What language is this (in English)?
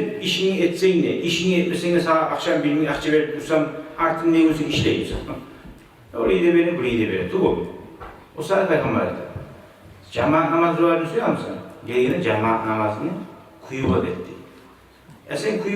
Kumyk